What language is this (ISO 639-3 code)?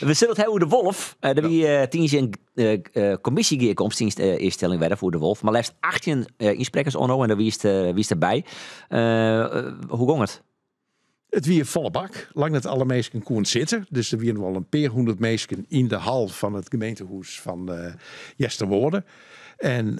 fry